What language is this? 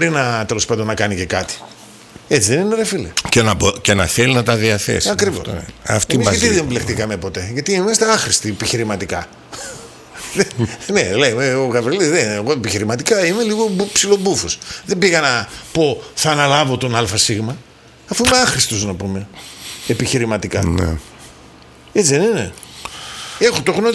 Greek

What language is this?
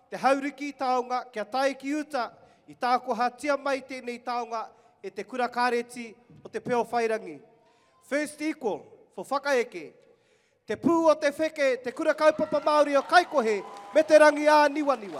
Māori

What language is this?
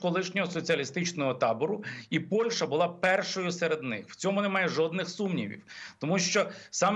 Ukrainian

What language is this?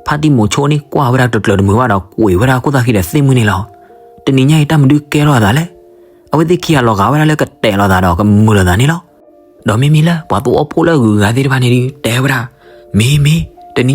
S'gaw Karen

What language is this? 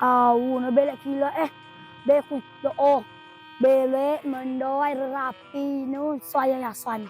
Rejang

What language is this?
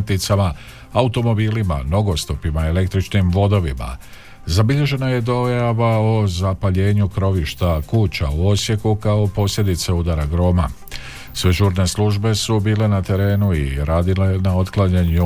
Croatian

